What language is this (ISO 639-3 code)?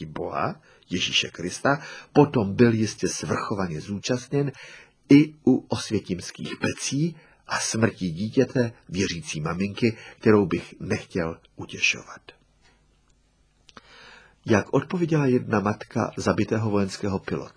ces